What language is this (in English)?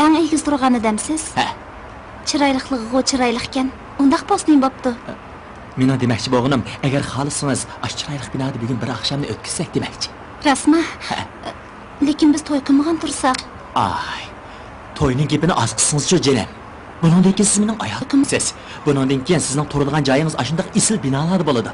Uyghur